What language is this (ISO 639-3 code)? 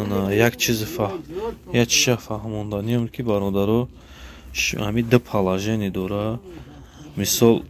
tgk